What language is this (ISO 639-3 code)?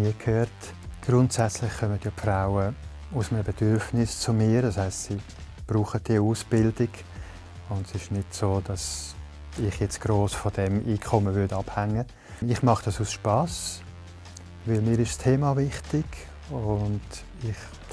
gsw